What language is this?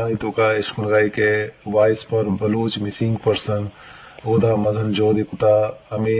Eastern Balochi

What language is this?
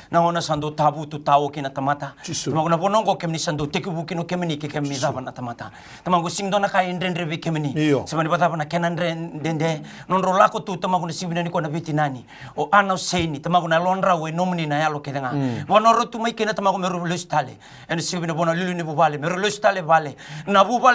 Fijian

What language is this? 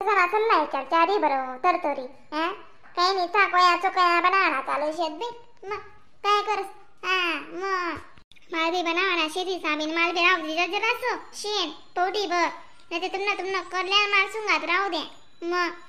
Khandesi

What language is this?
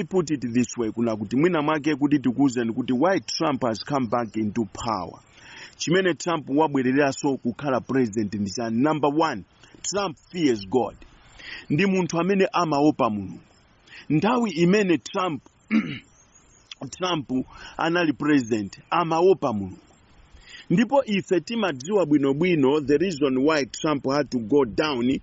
Nyanja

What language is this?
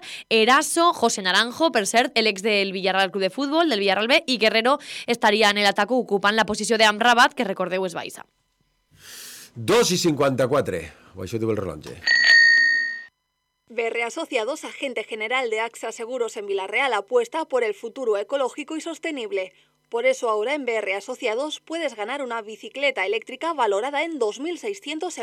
Catalan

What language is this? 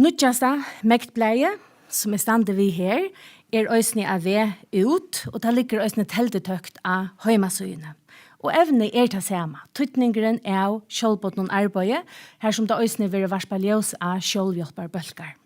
Faroese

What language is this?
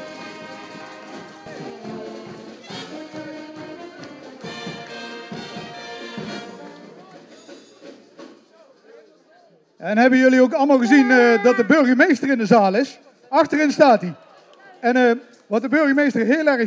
Dutch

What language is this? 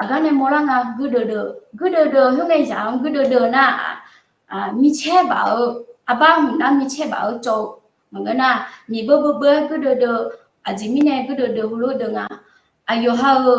Akha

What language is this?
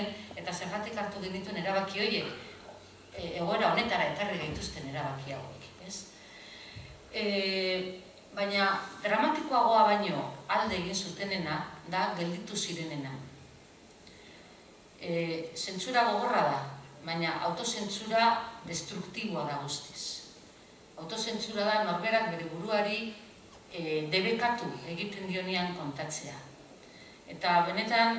Basque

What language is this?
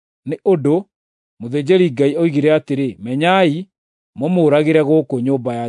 Kikuyu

